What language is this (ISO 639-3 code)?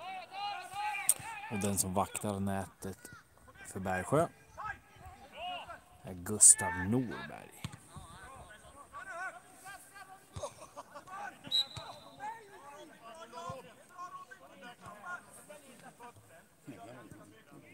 swe